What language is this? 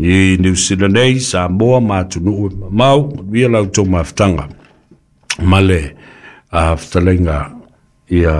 Samoan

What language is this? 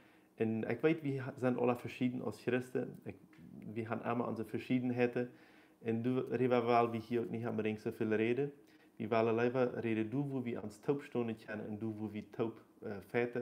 Plautdietsch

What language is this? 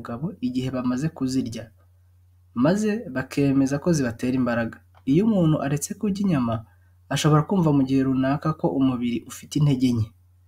Kinyarwanda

